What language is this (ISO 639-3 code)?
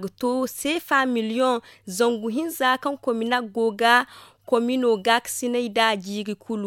dje